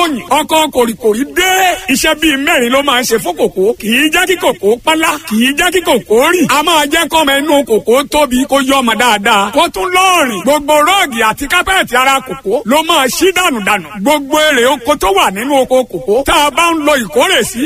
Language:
Yoruba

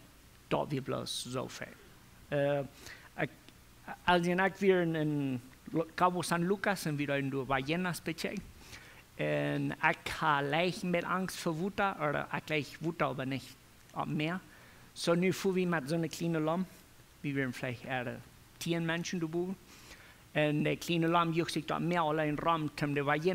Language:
Plautdietsch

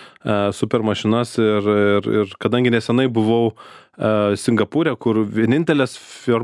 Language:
Lithuanian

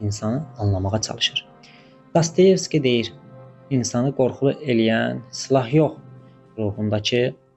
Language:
Azerbaijani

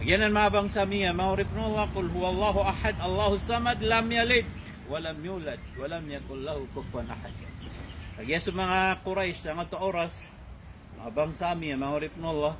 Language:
Maranao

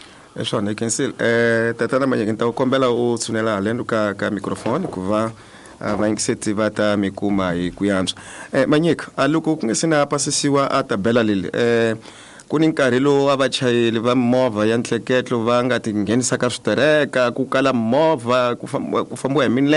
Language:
Tsonga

